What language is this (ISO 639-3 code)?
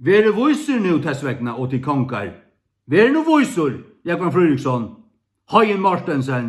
fao